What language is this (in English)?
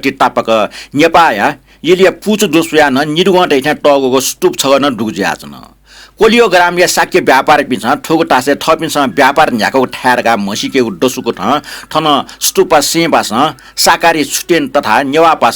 Newari